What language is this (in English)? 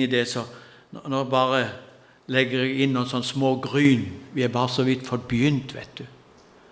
Norwegian